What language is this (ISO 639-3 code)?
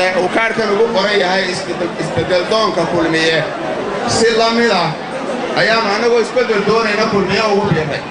som